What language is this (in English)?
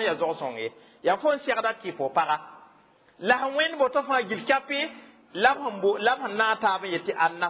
Mossi